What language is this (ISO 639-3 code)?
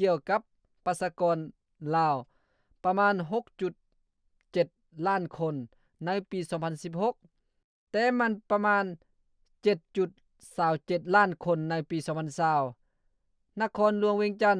lao